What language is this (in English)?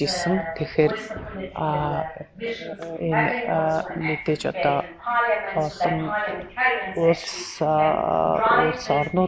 Mongolian